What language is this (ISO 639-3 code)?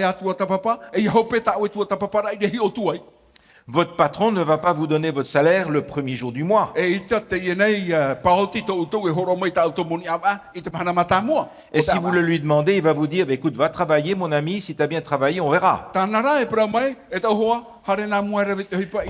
tah